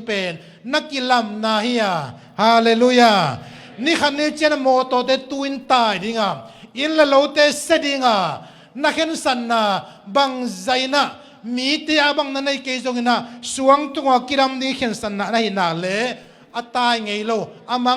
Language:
Tedim Chin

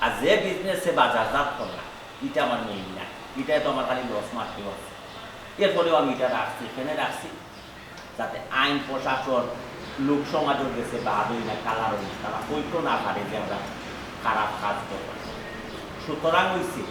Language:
Sylheti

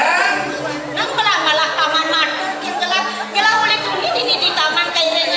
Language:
Balinese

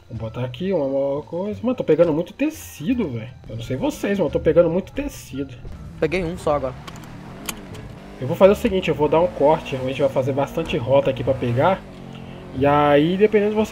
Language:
Portuguese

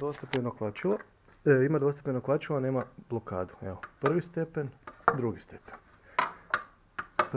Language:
Croatian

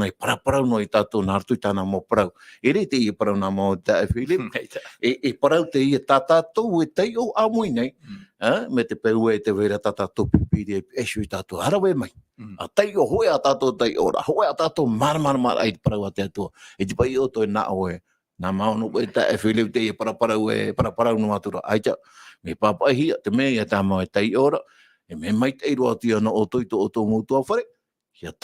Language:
Tahitian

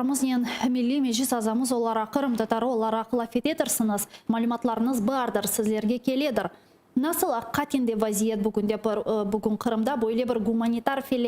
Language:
Crimean Tatar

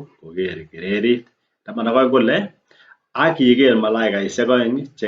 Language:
Kalenjin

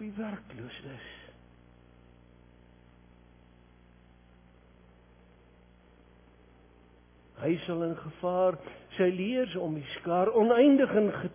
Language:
Afrikaans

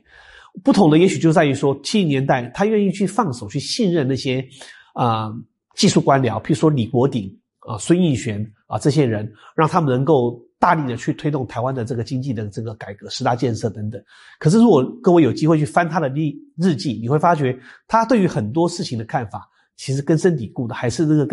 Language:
Chinese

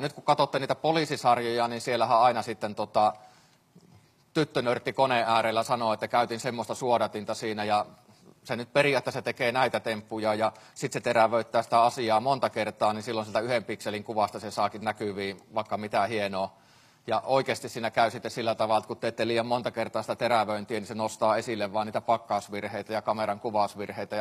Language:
Finnish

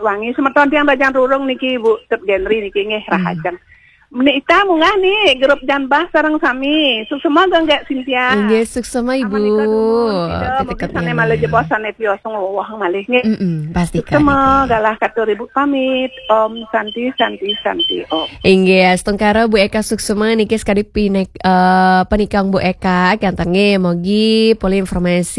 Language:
Balinese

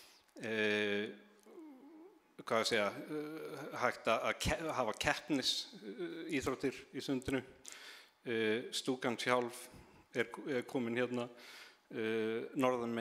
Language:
Icelandic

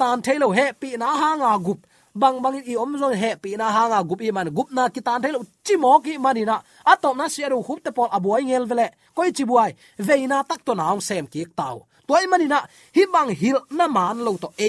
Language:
Tedim Chin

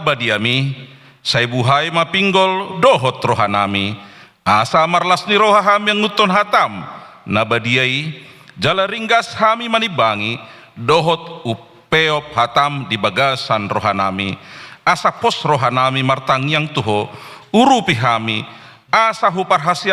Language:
Batak Toba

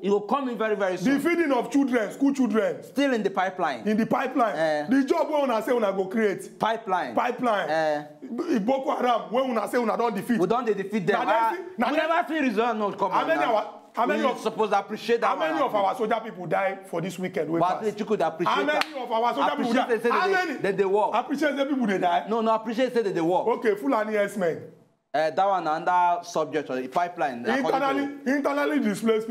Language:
Nigerian Pidgin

